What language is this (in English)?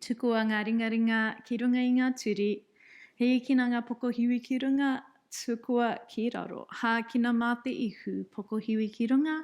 Māori